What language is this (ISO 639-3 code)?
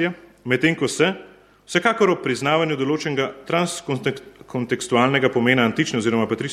slv